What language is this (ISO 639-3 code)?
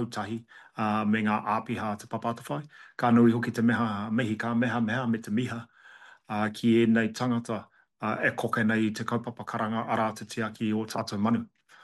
mri